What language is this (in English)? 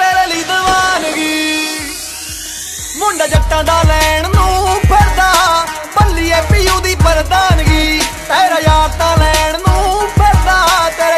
Punjabi